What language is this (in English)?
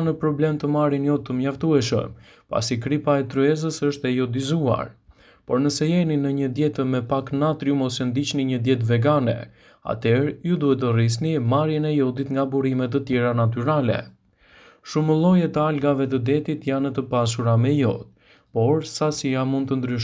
Albanian